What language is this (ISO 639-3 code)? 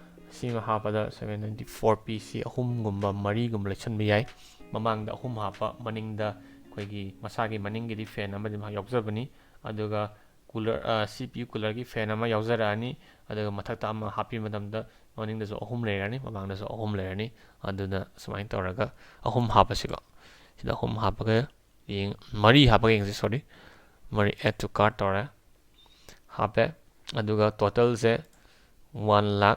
mni